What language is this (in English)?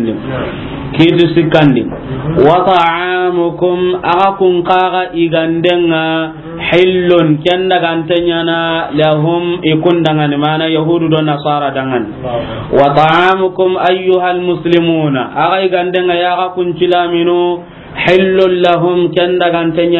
Soninke